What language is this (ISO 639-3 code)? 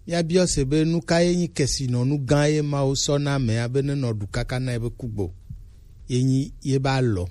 gej